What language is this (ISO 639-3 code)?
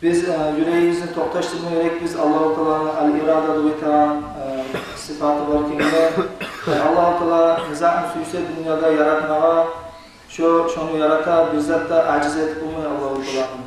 kum